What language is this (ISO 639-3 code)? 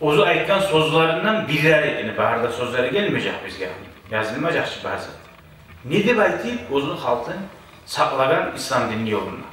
kum